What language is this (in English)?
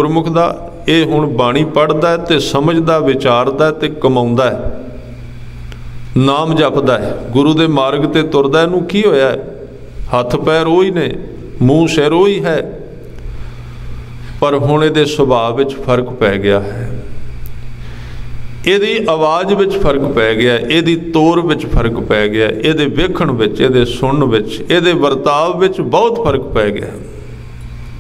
Punjabi